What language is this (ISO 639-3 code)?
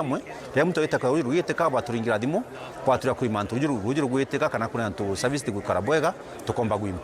mer